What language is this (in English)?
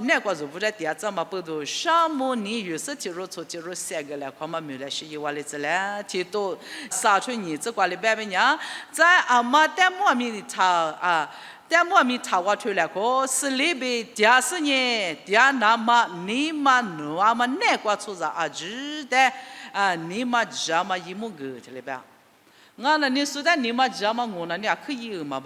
Lisu